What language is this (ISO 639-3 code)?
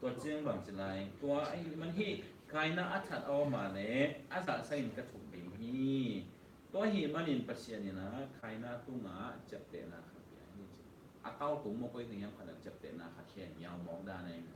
ctd